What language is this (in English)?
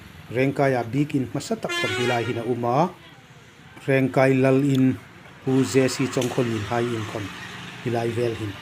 Hmar